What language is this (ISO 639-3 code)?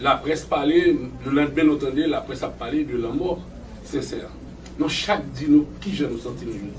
hat